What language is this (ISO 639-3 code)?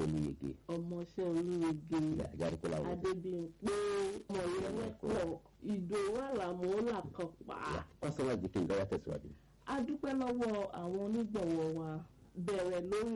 yor